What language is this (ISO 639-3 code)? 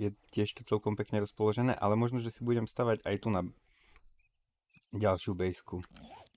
slk